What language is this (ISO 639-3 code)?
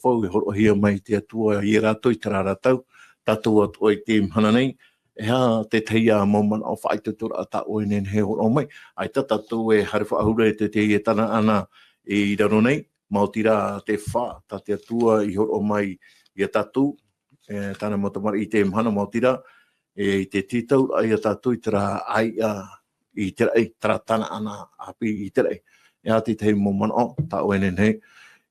tah